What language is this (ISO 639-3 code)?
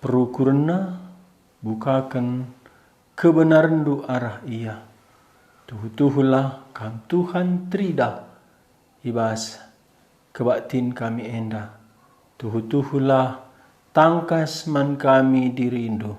btx